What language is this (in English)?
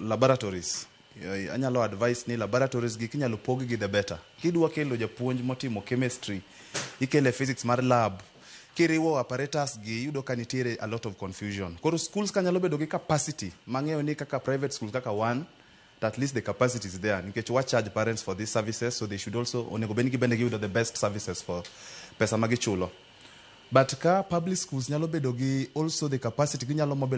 Luo (Kenya and Tanzania)